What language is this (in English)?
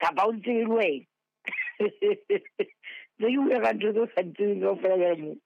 Southern Sotho